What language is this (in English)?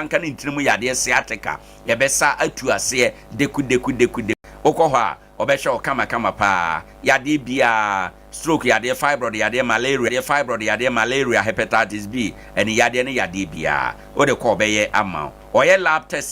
Akan